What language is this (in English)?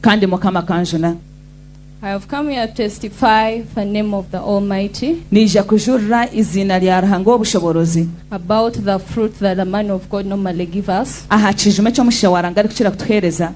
Nyankole